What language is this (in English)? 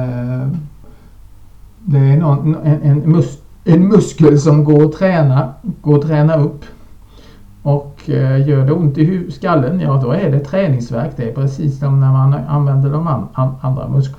Swedish